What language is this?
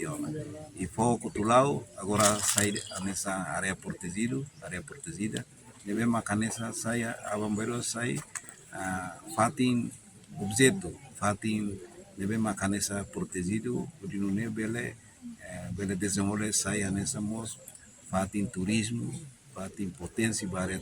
Tetum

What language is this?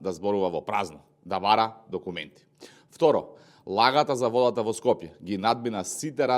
Macedonian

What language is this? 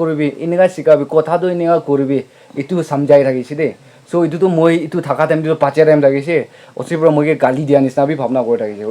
Naga Pidgin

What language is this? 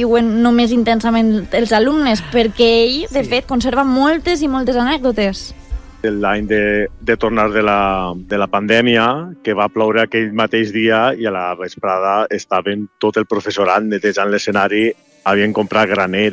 Catalan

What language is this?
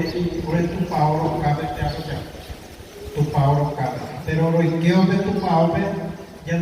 Guarani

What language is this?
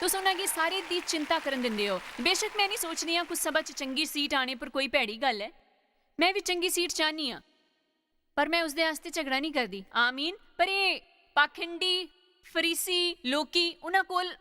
Dogri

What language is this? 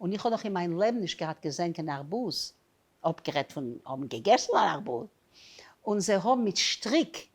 Yiddish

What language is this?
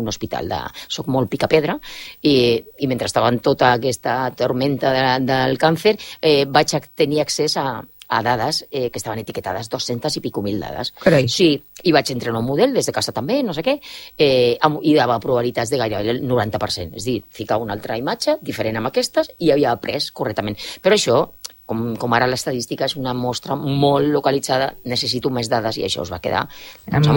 Catalan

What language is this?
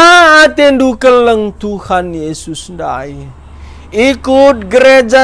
Batak Karo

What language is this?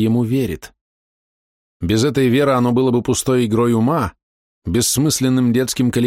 Russian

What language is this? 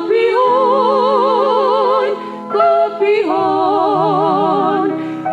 Greek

